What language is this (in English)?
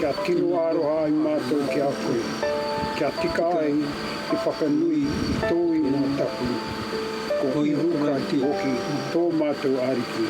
Māori